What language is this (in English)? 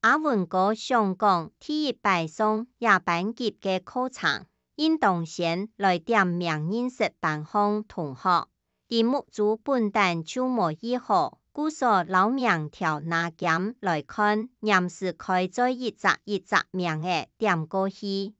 Hakka Chinese